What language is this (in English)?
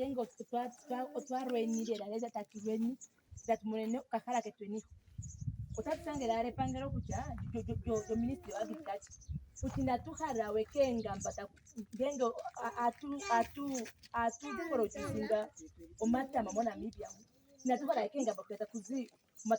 Ndonga